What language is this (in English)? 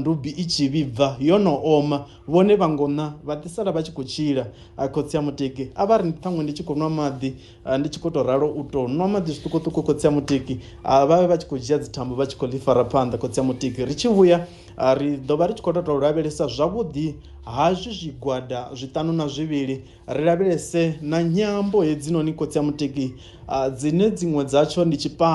Venda